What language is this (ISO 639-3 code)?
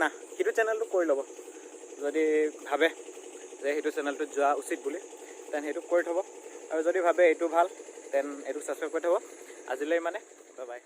asm